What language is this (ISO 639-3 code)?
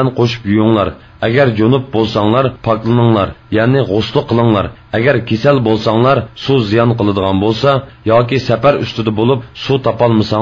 uig